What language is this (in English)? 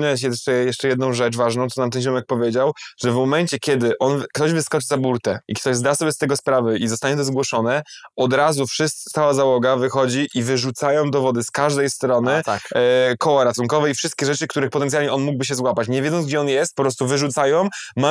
Polish